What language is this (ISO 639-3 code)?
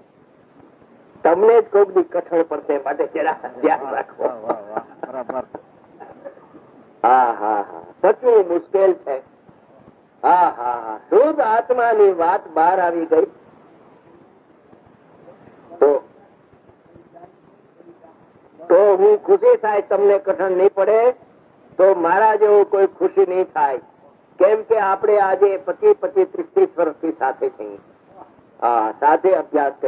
guj